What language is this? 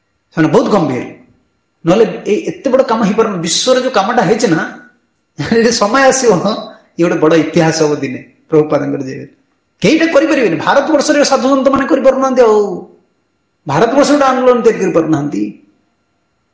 Odia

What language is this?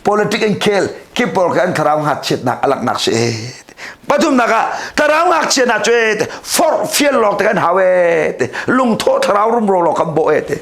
Hakha Chin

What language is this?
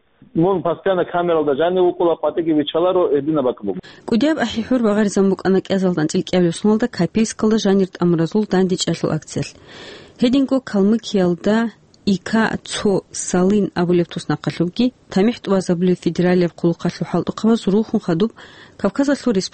Avaric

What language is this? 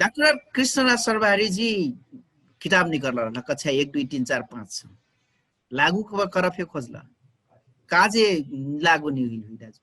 Dangaura Tharu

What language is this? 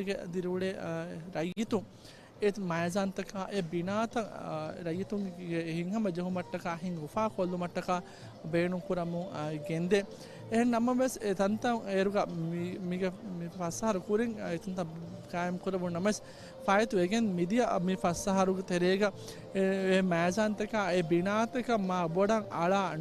Divehi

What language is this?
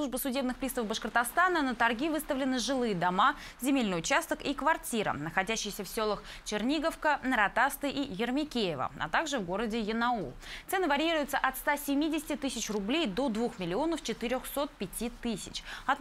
Russian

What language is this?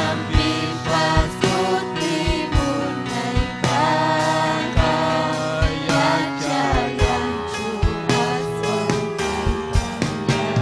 Ayacucho Quechua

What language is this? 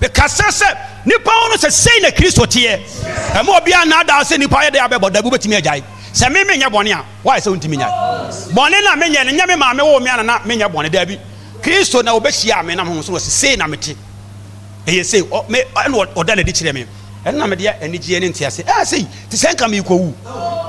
Akan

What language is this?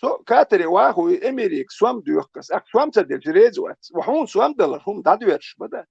Chechen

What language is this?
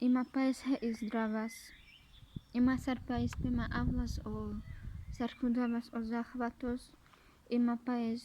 Carpathian Romani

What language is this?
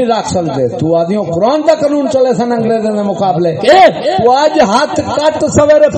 Saraiki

